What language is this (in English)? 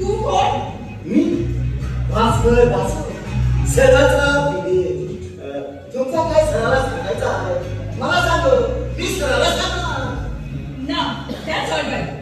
Konkani